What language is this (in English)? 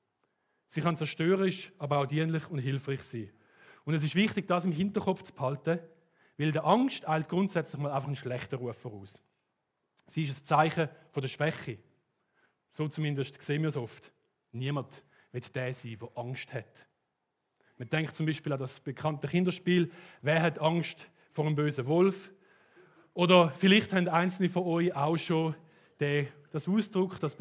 Swiss German